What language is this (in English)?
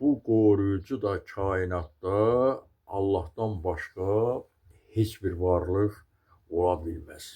Azerbaijani